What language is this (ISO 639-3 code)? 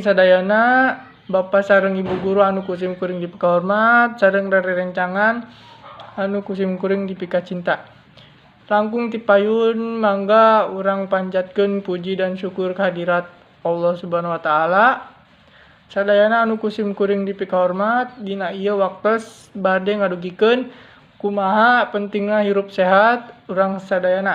sun